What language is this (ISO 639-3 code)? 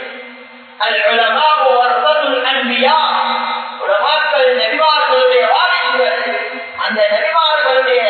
tam